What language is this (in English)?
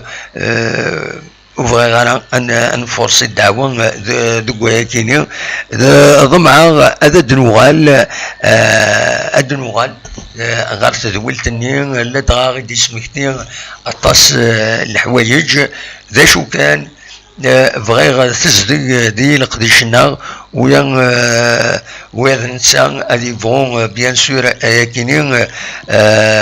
Kabyle